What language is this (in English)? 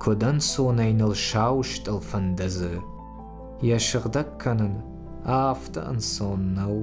Ossetic